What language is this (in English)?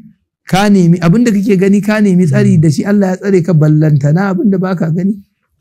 Hausa